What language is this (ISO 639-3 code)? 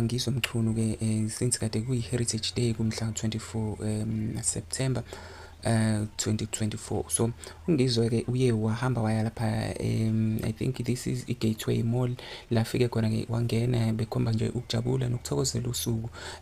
zul